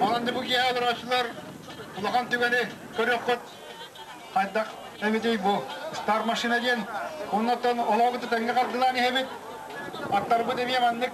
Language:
Yakut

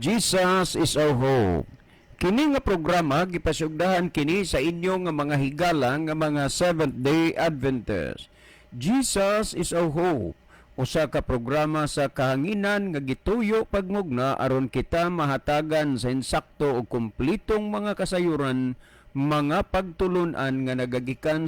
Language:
Cebuano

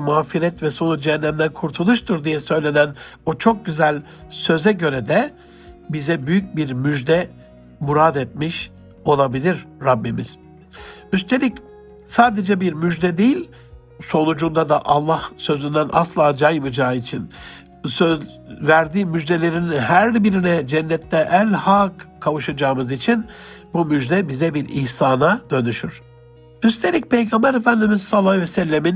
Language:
Turkish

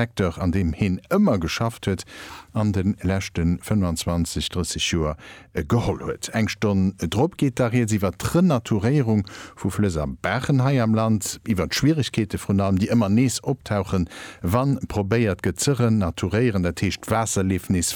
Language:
Luxembourgish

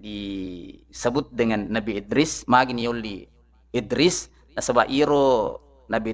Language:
Buginese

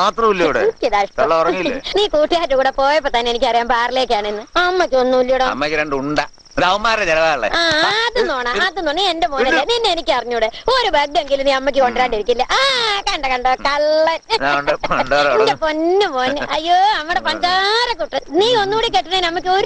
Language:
Malayalam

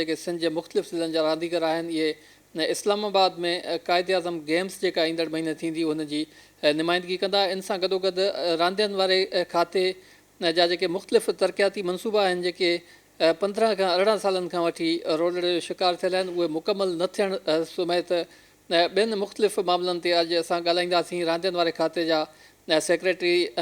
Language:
Sindhi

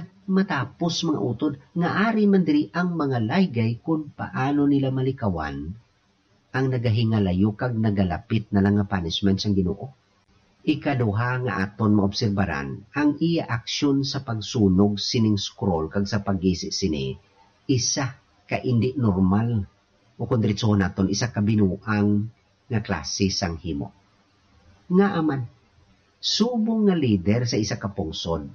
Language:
Hiligaynon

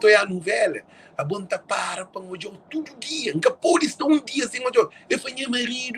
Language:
Kabuverdianu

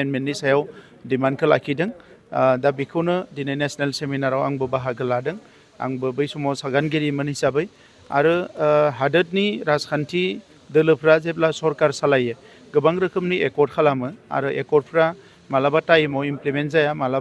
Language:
Bodo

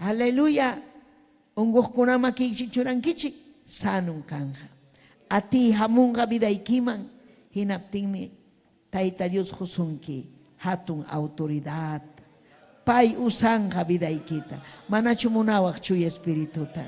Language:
Ayacucho Quechua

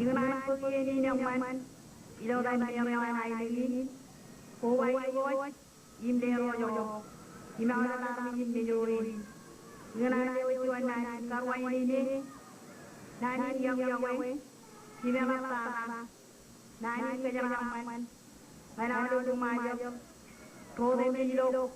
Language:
Marshallese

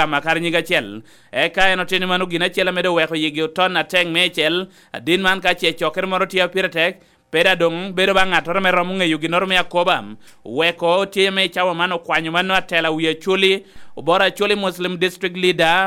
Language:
Lango (Uganda)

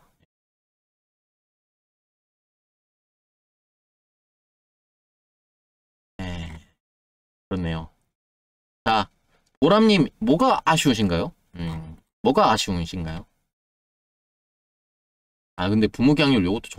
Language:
Korean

